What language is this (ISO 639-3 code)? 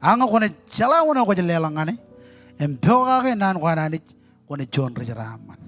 mah